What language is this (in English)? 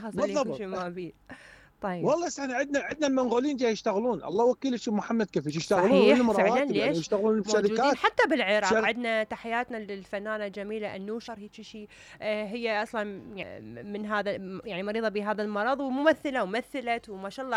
Mesopotamian Arabic